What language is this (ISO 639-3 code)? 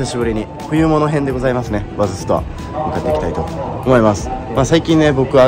jpn